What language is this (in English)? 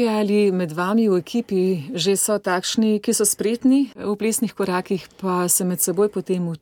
Slovenian